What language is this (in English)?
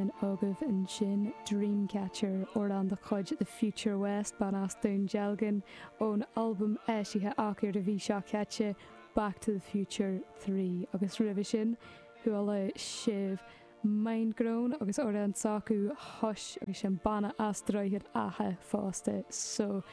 Irish